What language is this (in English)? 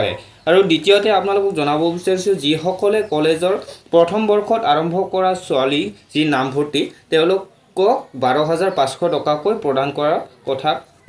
Assamese